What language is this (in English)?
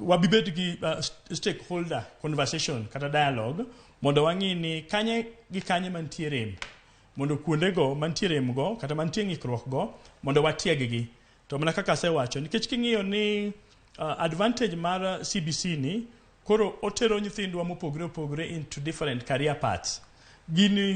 Luo (Kenya and Tanzania)